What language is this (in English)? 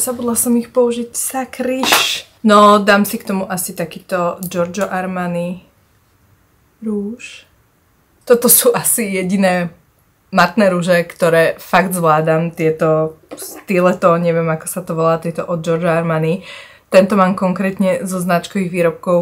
Slovak